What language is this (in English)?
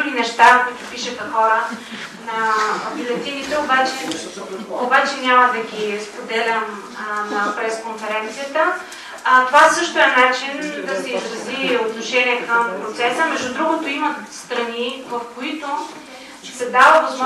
Bulgarian